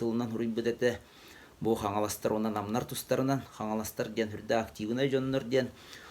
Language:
Yakut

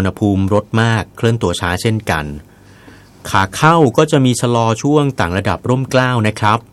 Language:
Thai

